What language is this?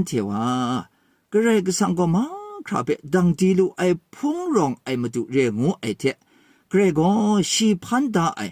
Kachin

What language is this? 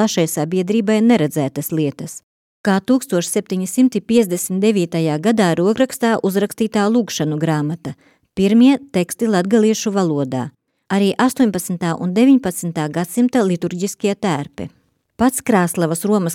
Latvian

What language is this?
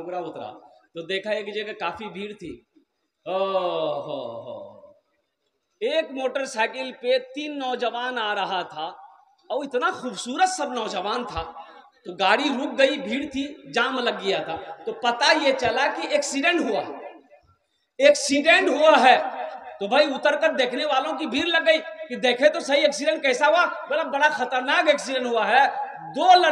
Hindi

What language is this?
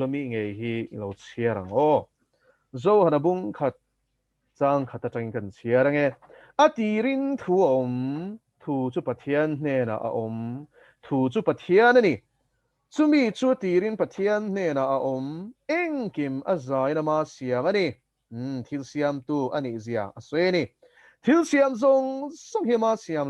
Mizo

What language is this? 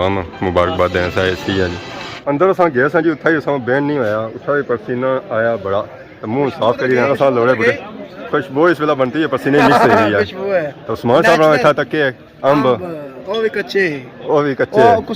Pahari-Potwari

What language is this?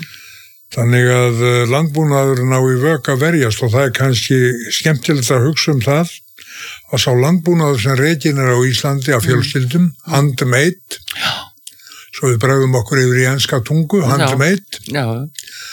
Icelandic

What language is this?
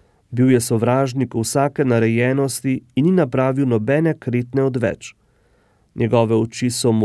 Slovenian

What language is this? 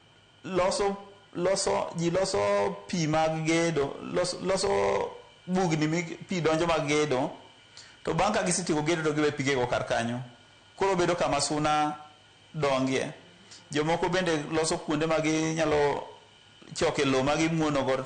Luo (Kenya and Tanzania)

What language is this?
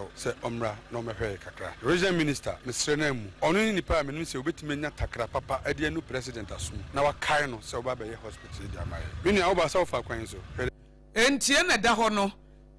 Akan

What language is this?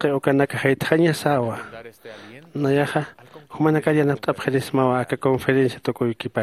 Aymara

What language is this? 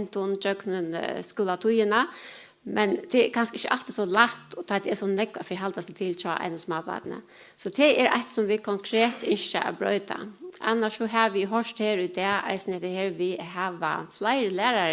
Faroese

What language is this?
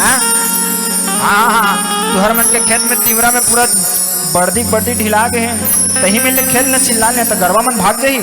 Chhattisgarhi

